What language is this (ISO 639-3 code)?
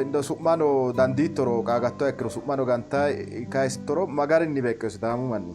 sid